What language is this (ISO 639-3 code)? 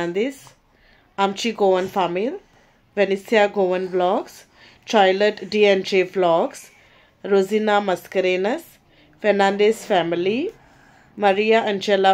kok